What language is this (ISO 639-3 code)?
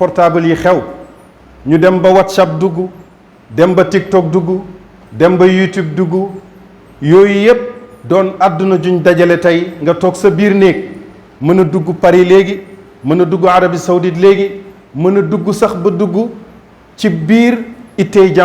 wol